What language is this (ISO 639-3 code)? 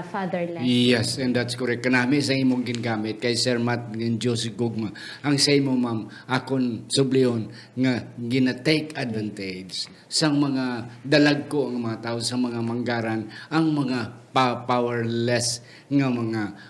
hil